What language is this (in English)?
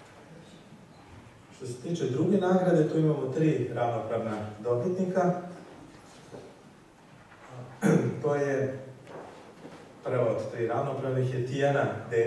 Serbian